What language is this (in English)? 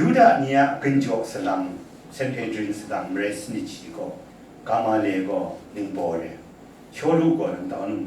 Kachin